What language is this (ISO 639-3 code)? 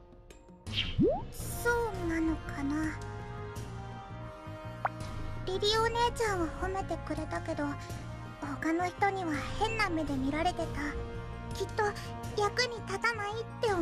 jpn